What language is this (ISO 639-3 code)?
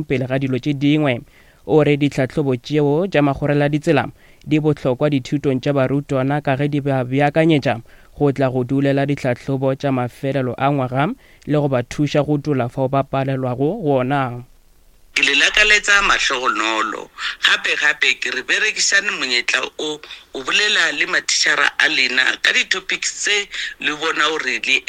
nso